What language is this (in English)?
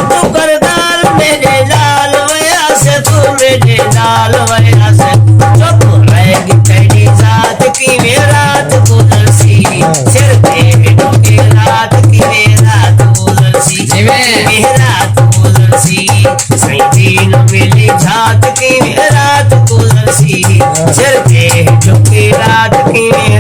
Saraiki